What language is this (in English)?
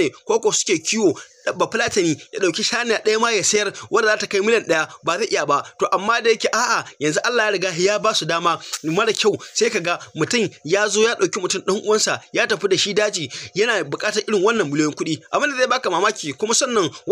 Hausa